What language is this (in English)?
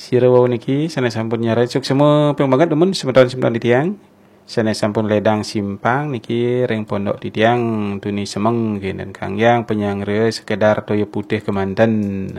Balinese